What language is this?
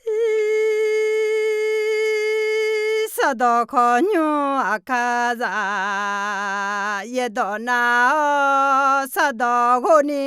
Akha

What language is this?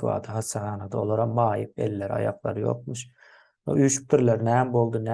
Turkmen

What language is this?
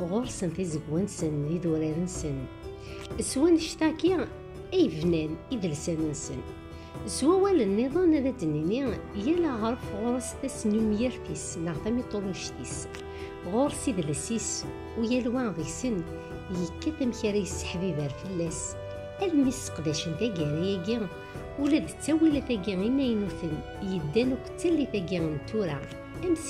Kabyle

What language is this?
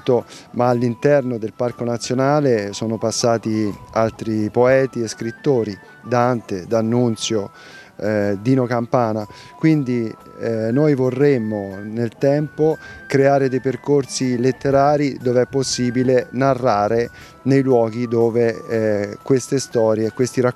Italian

